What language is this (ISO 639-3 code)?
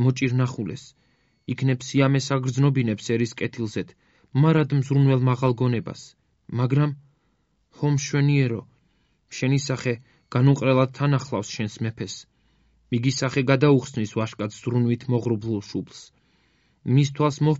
kat